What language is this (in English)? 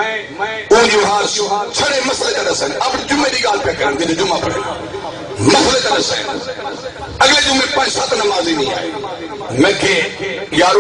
Saraiki